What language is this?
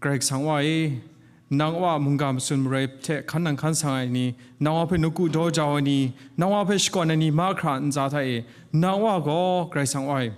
Kachin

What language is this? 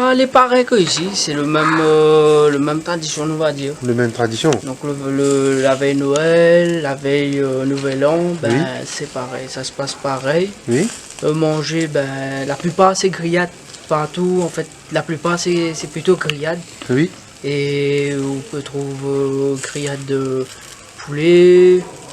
Réunion Creole French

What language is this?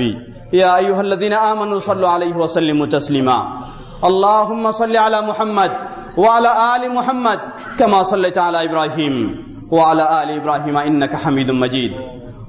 Bangla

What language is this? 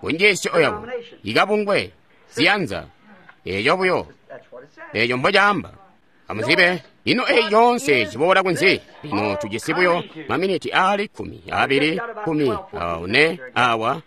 Tonga (Zambia)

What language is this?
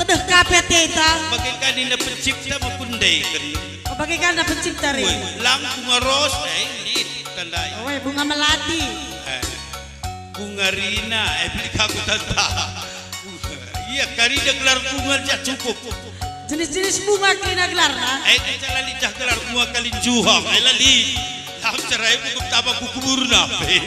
Batak Karo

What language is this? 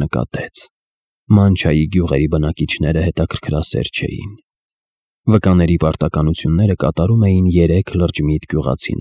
Armenian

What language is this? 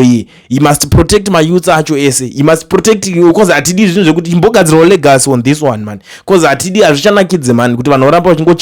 Shona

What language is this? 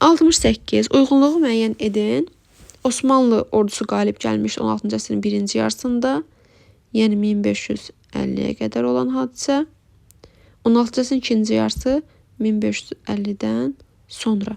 Azerbaijani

